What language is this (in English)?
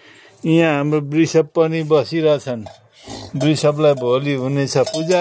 Nepali